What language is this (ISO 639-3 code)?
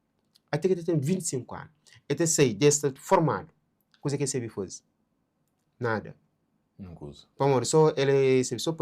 kea